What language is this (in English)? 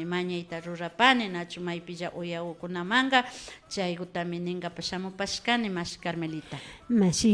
Imbabura Highland Quichua